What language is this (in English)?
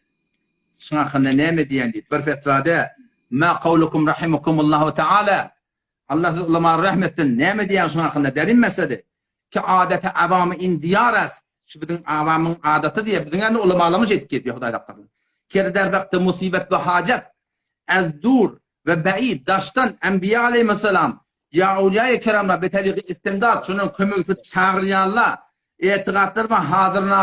Turkmen